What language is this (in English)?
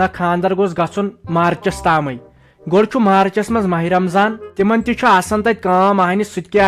Kashmiri